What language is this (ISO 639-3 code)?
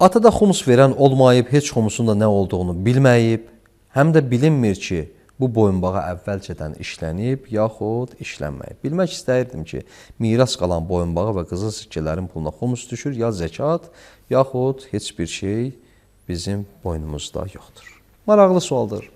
aze